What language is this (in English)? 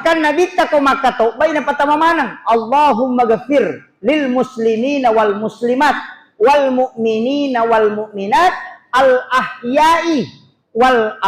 Buginese